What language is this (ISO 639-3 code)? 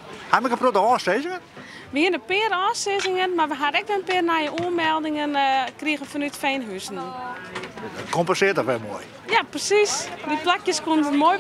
fry